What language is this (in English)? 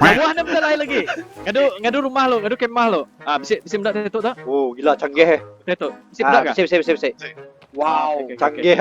Iban